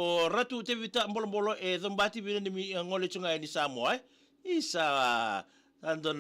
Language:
Fijian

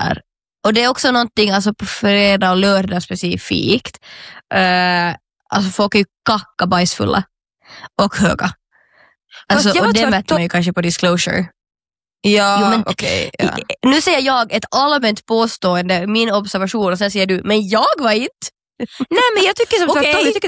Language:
Swedish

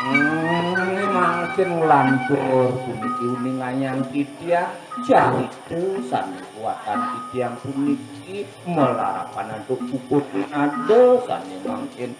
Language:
Balinese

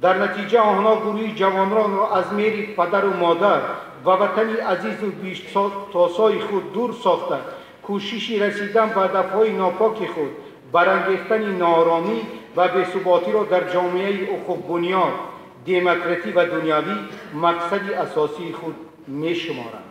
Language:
Tajik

